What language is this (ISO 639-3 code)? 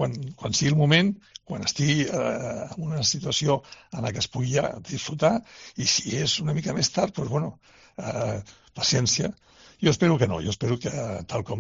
cat